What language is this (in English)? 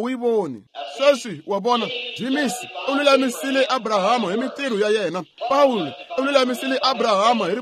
Tsonga